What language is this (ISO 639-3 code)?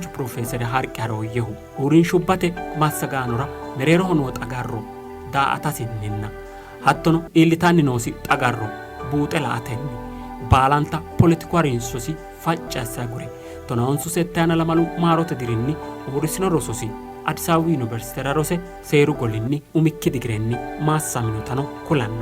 sid